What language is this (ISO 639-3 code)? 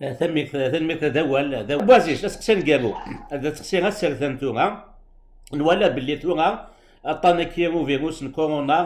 kab